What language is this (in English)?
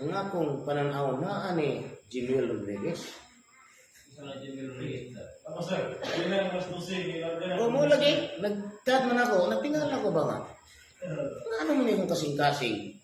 Cebuano